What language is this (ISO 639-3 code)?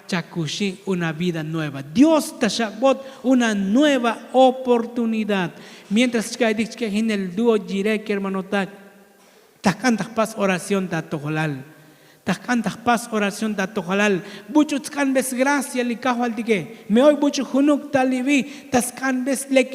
tzo